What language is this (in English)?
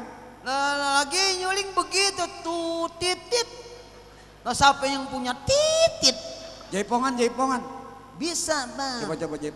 Betawi